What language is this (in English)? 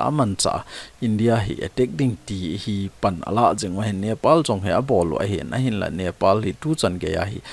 Thado Chin